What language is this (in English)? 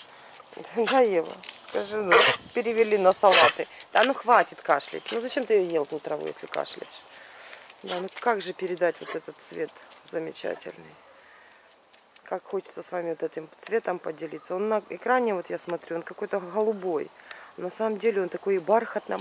Russian